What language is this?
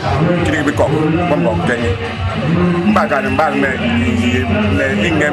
Basaa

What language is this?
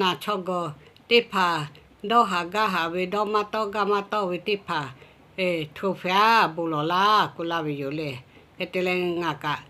Lahu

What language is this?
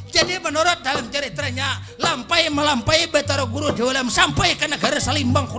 Banjar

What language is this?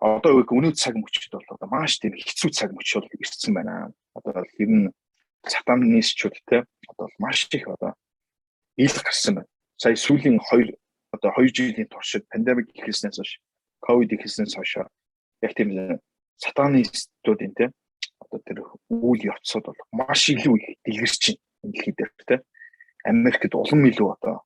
Mongolian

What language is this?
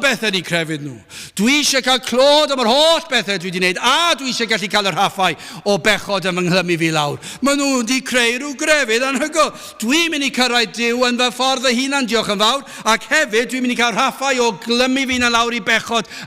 Welsh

